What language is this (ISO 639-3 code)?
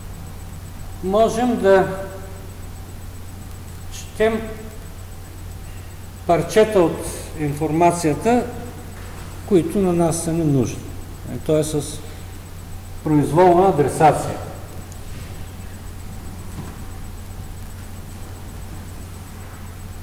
bul